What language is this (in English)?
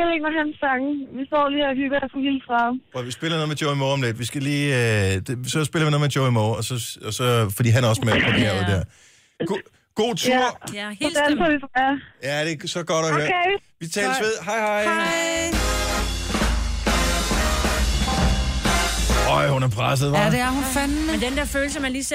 Danish